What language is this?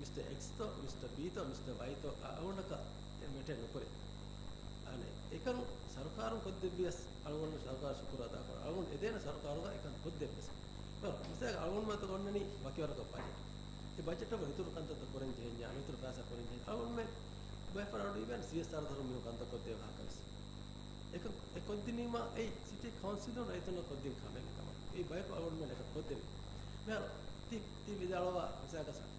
Divehi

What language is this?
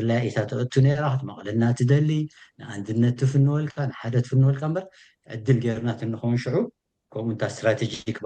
Tigrinya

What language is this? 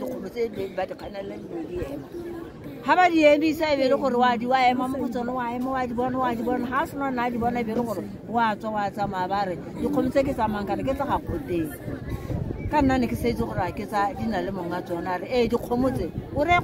Tswana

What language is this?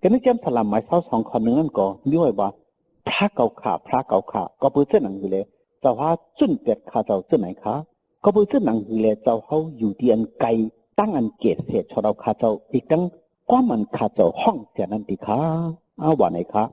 Shan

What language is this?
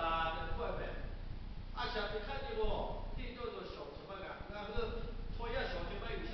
Lahu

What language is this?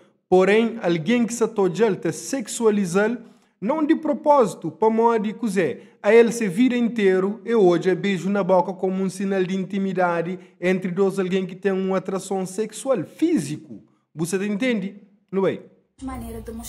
Kabuverdianu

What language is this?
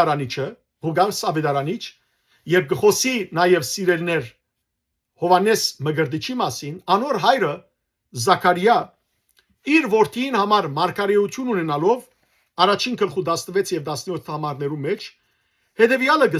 Western Armenian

